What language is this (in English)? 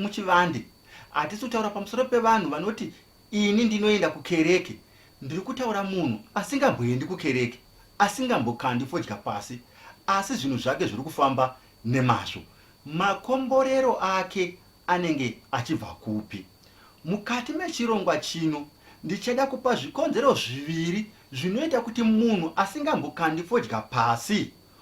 Shona